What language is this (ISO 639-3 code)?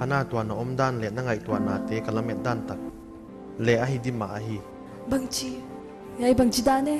pck